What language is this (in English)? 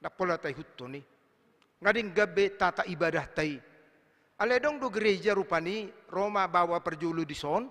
Batak Toba